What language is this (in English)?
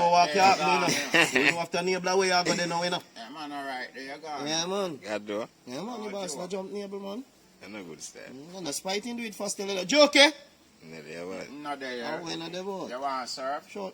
Jamaican Creole English